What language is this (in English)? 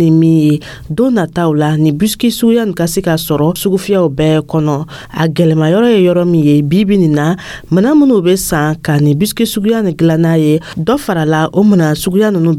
Dyula